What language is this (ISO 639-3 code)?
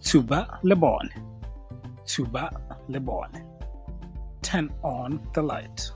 tsn